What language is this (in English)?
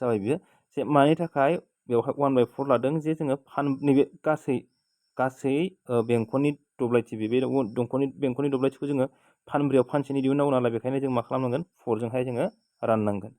Bodo